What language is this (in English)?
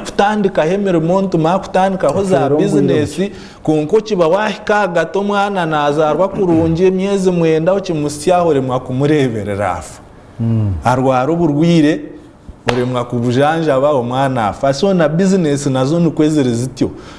Nyankole